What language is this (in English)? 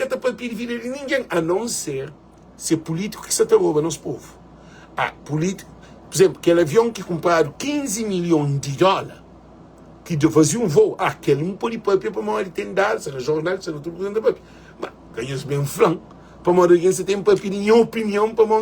Kabuverdianu